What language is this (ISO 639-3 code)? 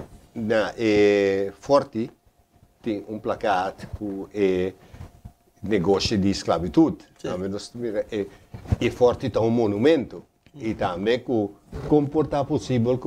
pap